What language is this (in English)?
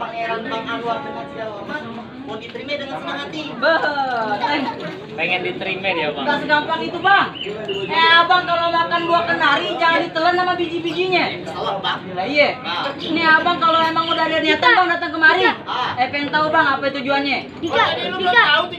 Betawi